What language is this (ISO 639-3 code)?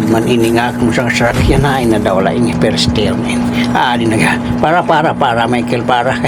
war